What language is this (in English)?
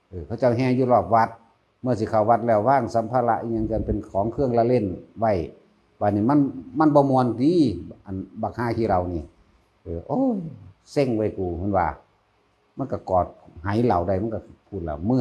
Northeastern Thai